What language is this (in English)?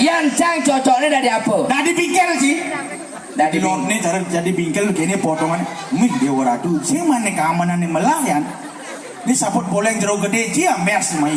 Balinese